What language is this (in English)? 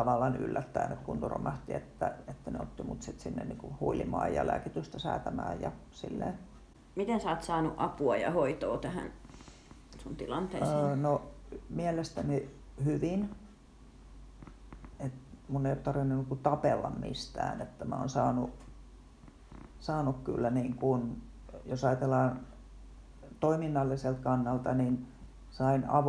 Finnish